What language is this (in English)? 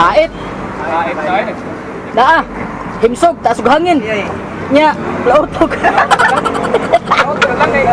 Cebuano